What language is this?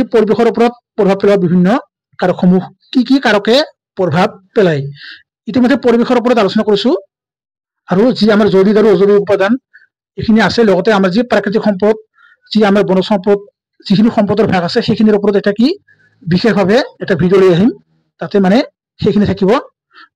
Assamese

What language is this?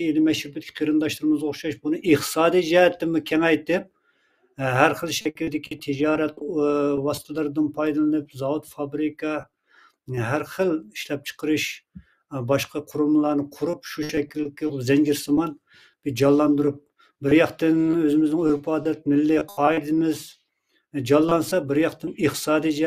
Uyghur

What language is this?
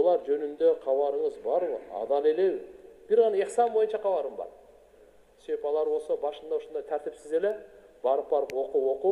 Kyrgyz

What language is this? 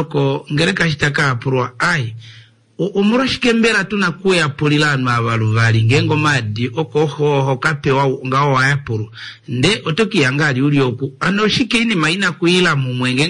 Kuanyama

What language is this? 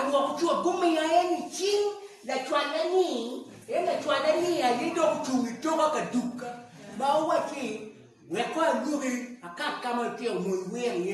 Acoli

